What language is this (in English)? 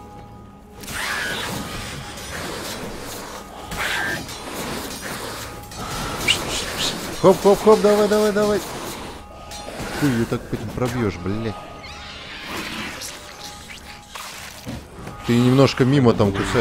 Russian